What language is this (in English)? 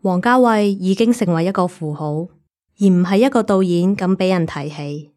Cantonese